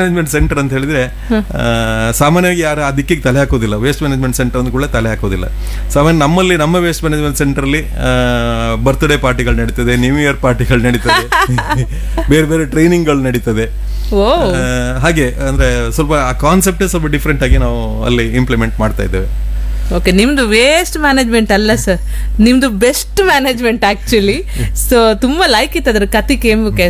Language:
Kannada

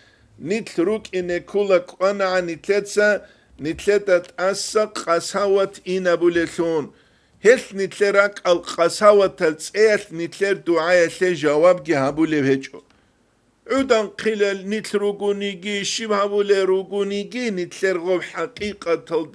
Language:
Avaric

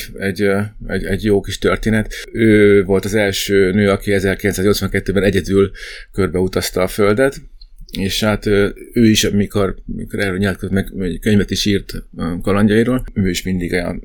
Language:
Hungarian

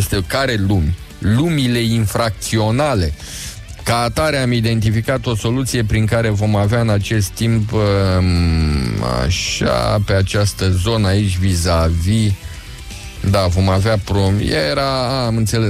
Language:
Romanian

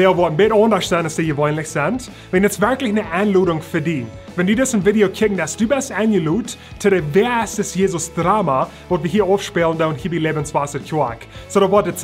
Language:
Plautdietsch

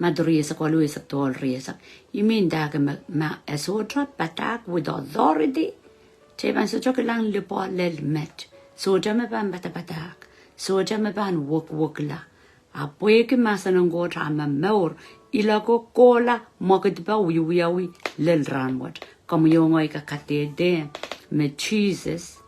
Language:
Pohnpeian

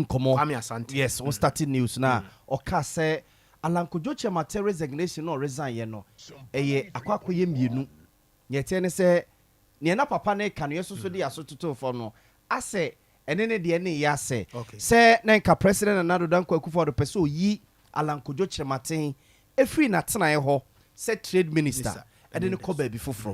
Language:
Akan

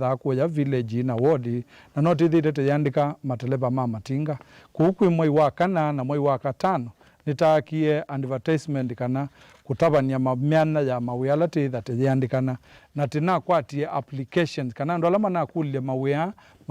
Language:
Kamba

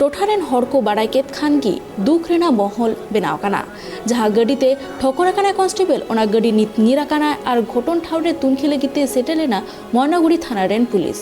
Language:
Santali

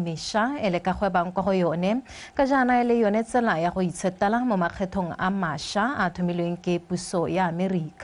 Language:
Tswana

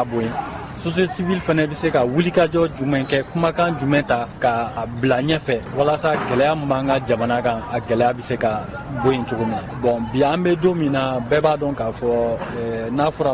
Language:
Bambara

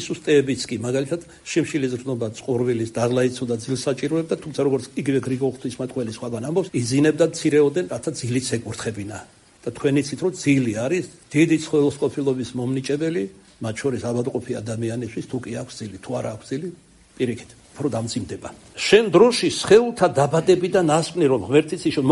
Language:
Georgian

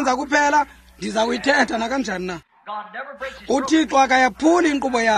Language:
Xhosa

